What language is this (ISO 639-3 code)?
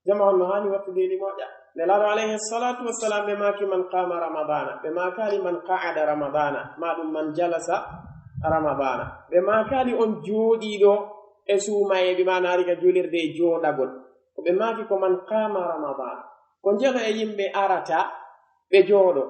fuf